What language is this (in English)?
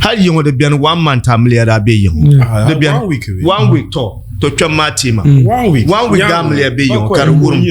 Dagbani